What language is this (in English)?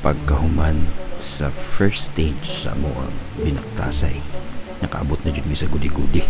Cebuano